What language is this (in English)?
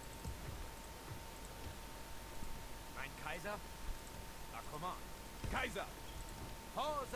Hungarian